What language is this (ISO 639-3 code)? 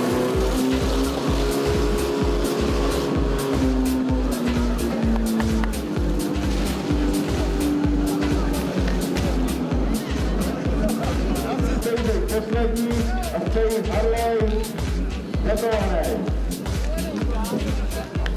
ces